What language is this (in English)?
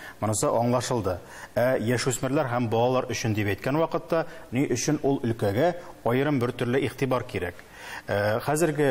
Tatar